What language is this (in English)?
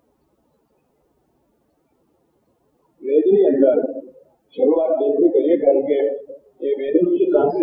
Gujarati